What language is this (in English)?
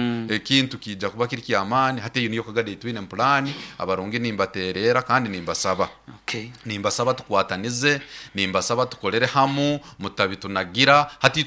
Nyoro